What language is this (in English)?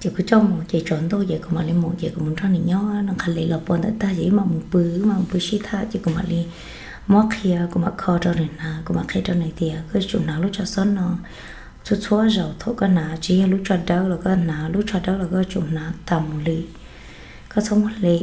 Hmong